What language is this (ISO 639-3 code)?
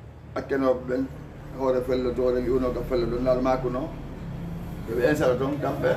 ful